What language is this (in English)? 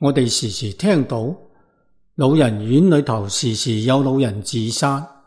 Cantonese